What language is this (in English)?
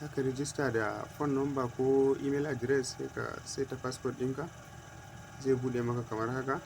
Hausa